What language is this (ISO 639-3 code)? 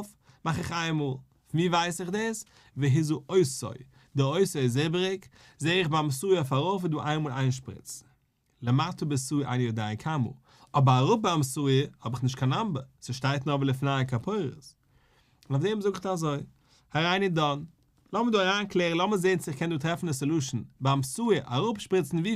yid